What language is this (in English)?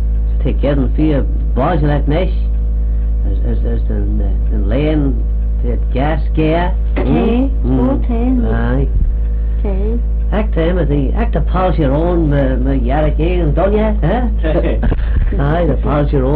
Manx